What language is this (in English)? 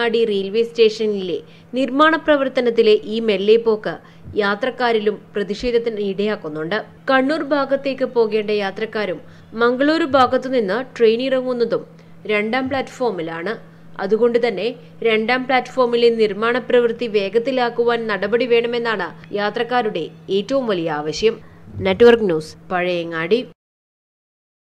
Malayalam